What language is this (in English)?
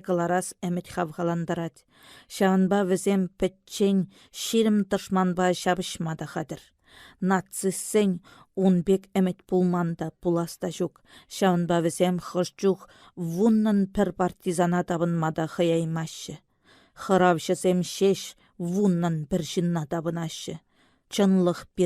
Chuvash